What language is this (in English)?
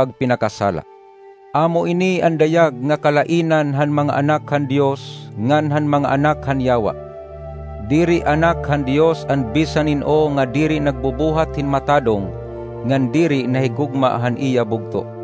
Waray